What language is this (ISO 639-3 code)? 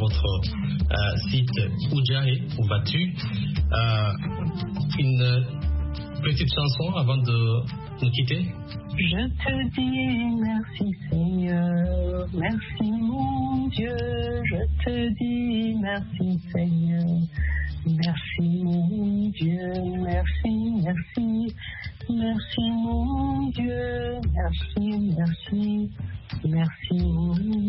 fra